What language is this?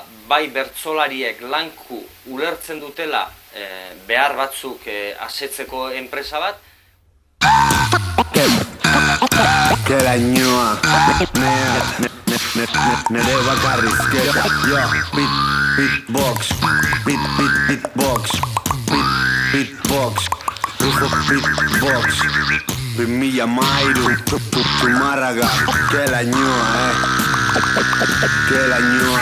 Basque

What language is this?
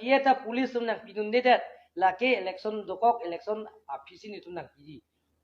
Karbi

